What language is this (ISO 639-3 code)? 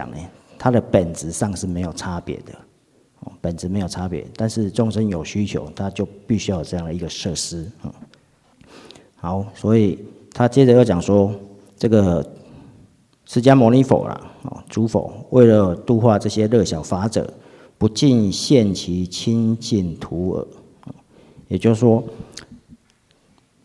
zho